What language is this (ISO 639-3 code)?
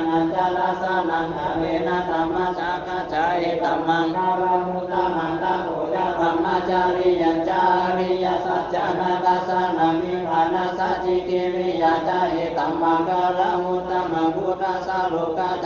pli